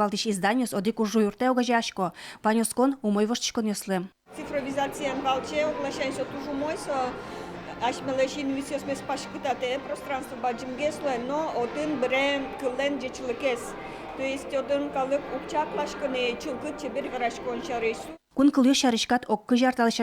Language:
Udmurt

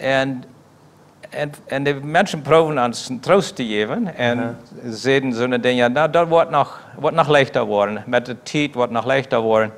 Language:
Plautdietsch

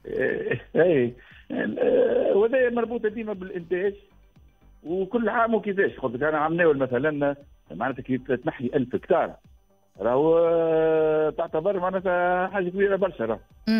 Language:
Tunisian Arabic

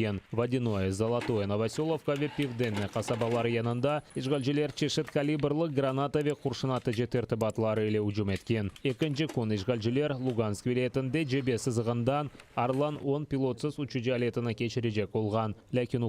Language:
Crimean Tatar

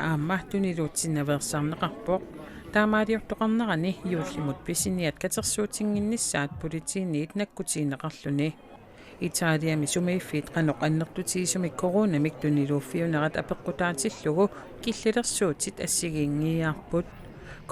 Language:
Kalaallisut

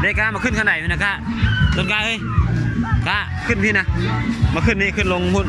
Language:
Lao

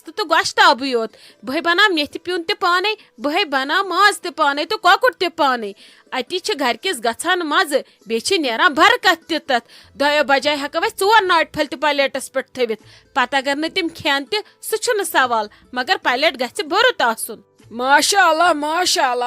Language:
Kashmiri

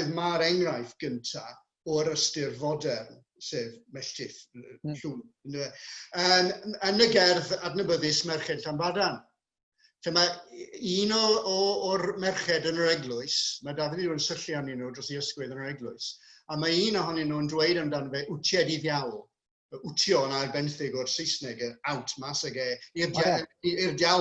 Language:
Welsh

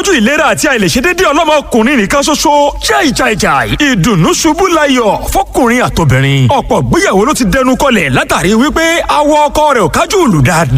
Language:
Yoruba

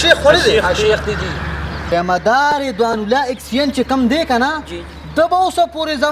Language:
Pashto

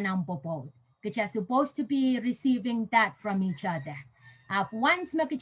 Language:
Pohnpeian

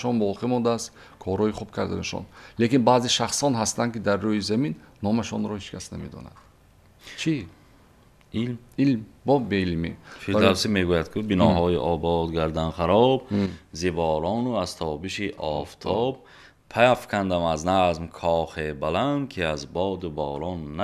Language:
Tajik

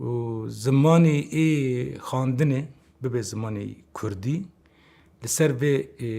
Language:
Kurdish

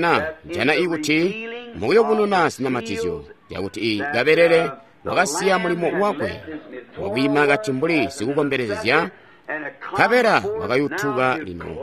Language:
Tonga (Zambia)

